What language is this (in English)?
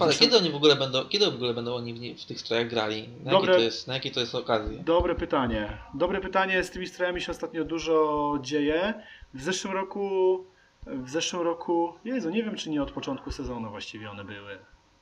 Polish